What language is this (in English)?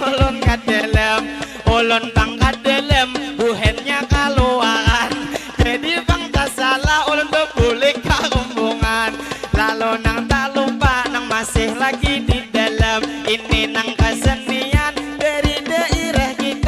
Banjar